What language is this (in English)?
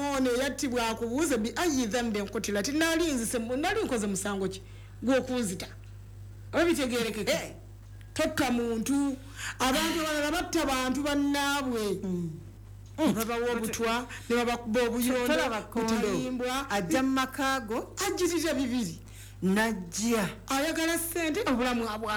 Ganda